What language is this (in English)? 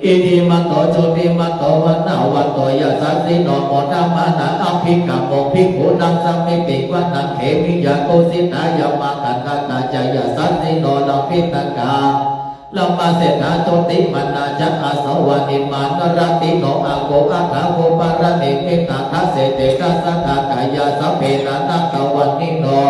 Pali